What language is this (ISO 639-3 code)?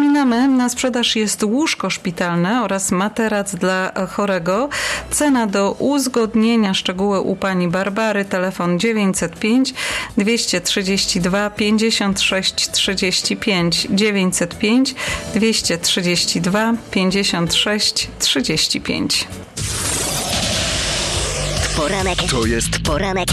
pol